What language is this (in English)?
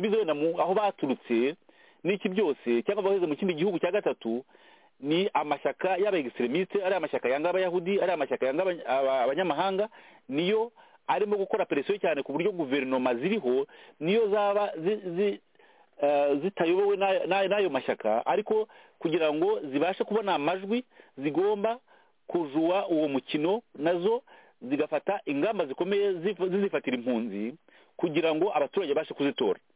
Kinyarwanda